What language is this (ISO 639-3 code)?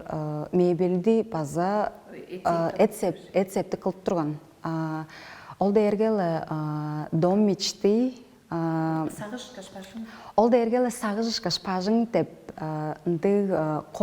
tyv